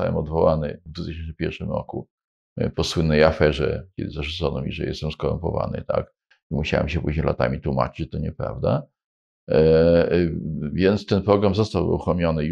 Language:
Polish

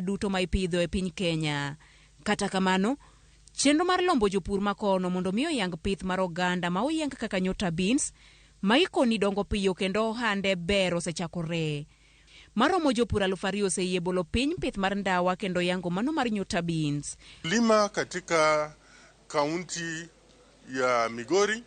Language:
Luo (Kenya and Tanzania)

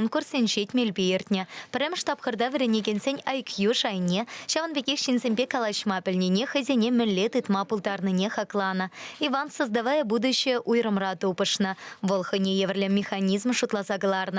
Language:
Chuvash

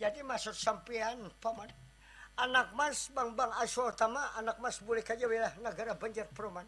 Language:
Banjar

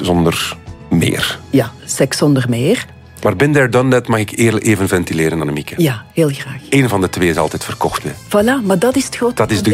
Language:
Dutch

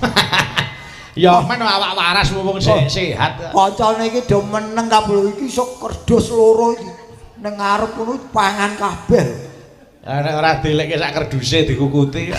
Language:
Javanese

